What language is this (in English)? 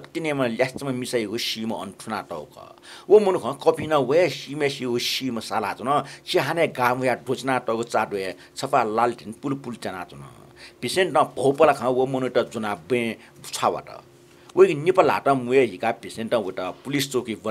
Newari